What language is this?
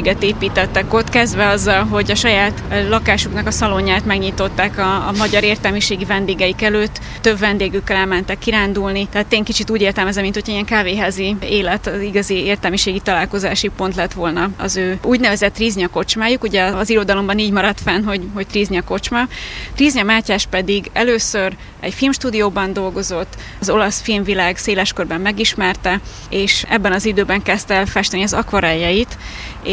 Hungarian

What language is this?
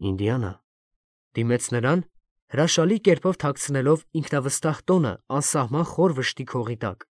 Armenian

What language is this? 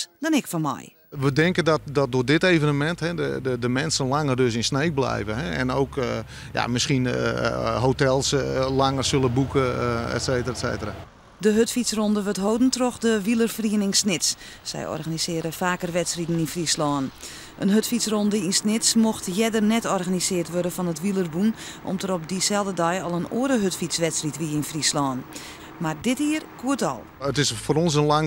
Western Frisian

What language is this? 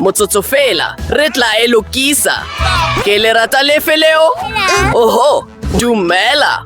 Southern Sotho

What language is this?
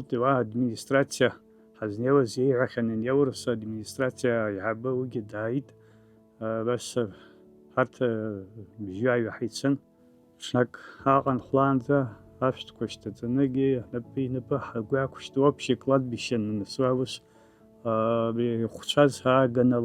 Abkhazian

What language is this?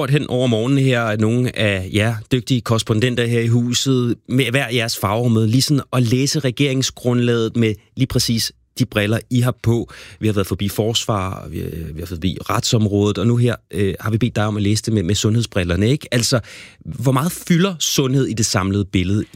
Danish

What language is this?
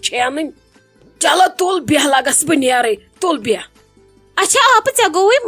Kashmiri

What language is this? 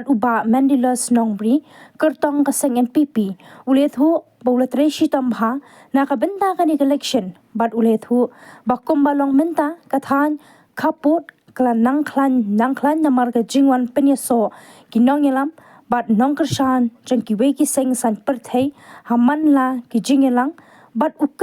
Khasi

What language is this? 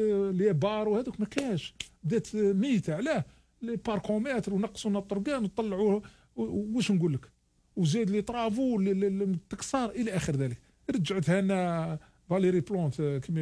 Algerian Arabic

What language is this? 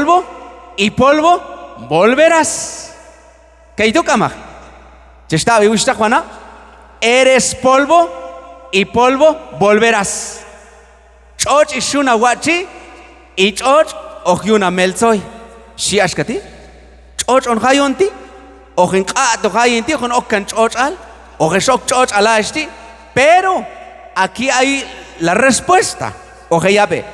Q'anjob'al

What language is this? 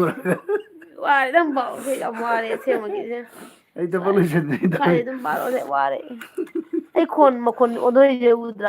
Manipuri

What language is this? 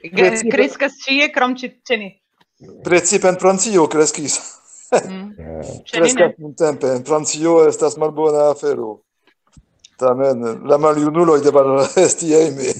Esperanto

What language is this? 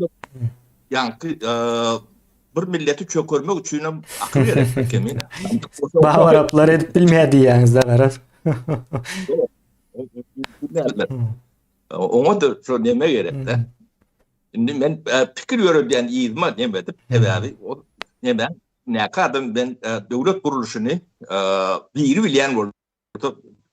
Turkmen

